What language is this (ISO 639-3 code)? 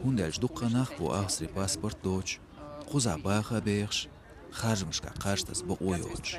che